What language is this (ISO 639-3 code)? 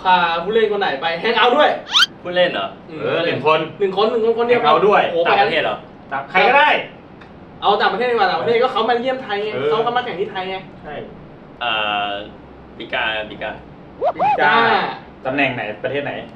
tha